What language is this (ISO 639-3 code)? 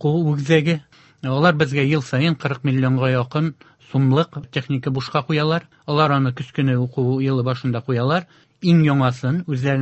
tat